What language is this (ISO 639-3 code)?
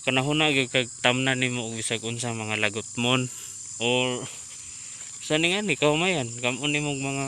ceb